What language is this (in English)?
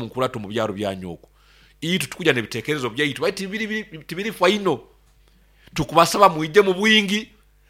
Nyoro